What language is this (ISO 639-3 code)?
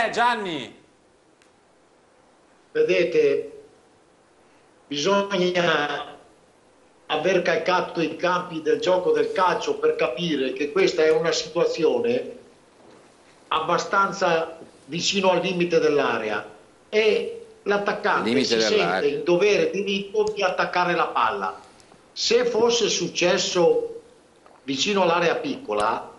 ita